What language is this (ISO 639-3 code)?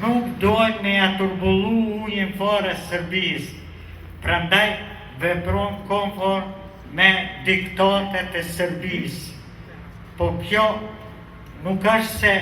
sqi